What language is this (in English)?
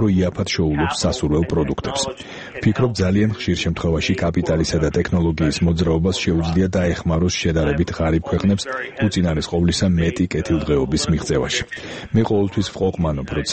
Georgian